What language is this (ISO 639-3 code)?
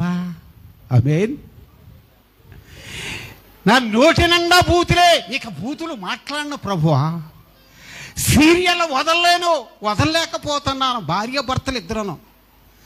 tel